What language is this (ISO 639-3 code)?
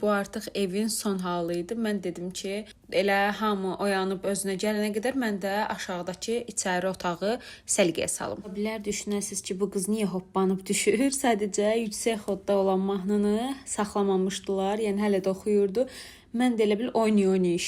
aze